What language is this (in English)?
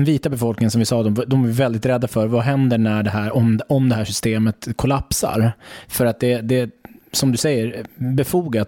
Swedish